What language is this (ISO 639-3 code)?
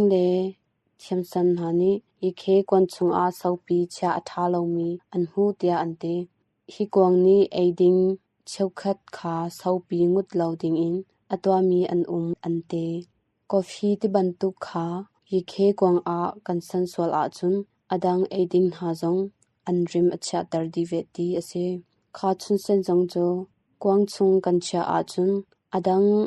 cnh